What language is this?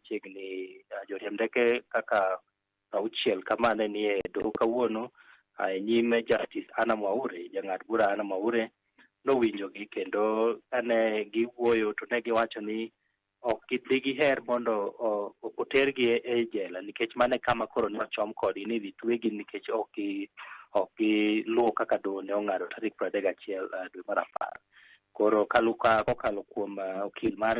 Luo (Kenya and Tanzania)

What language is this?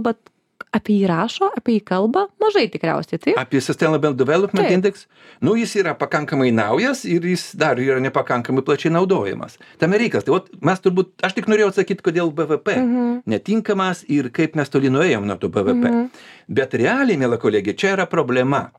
Lithuanian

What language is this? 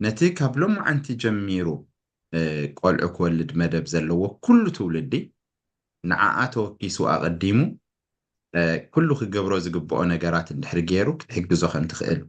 Tigrinya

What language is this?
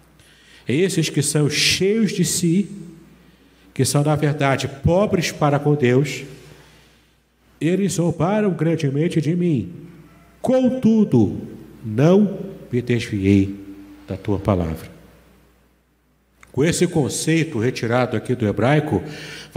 Portuguese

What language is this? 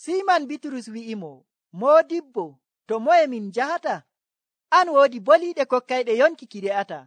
Nigerian Fulfulde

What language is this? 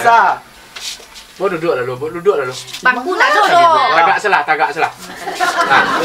Minangkabau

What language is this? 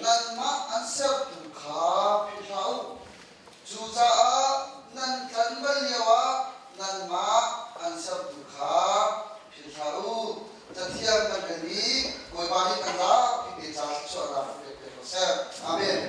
Hakha Chin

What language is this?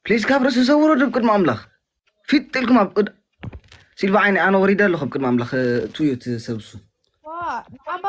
Tigrinya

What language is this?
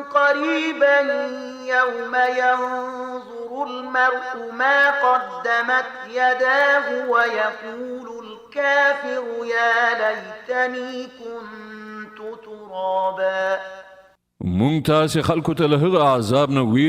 Pashto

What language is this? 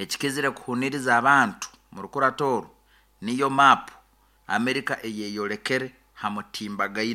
Nyoro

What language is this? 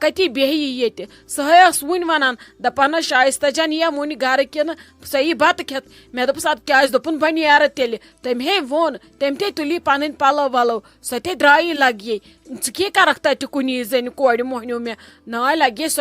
Kashmiri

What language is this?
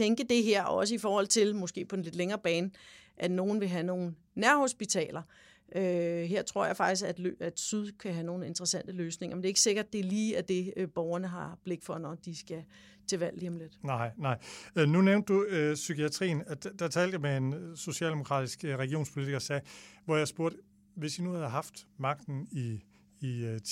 Danish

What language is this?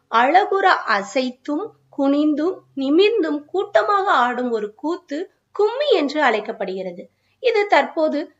Tamil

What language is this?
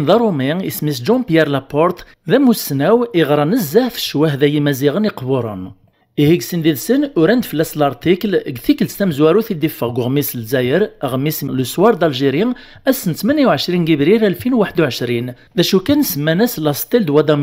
Kabyle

